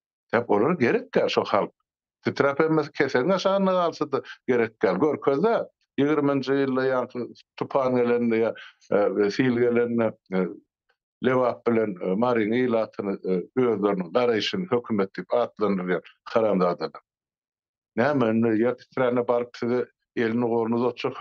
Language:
Turkmen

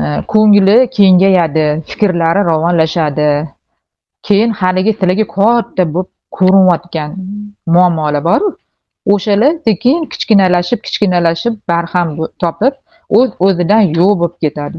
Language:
Uzbek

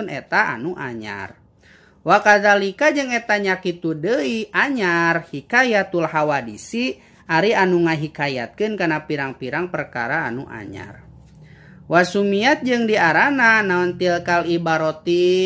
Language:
Sundanese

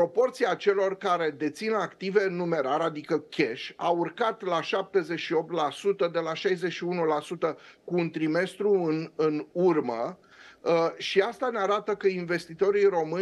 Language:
Romanian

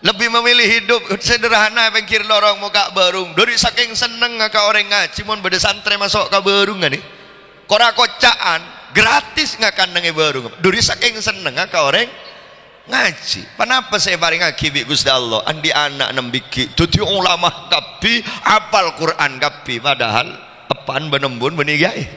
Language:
Madurese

